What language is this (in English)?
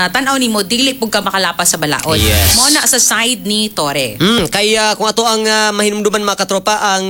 Cebuano